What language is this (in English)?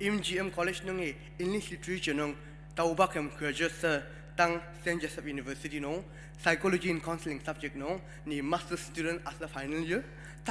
Ao Naga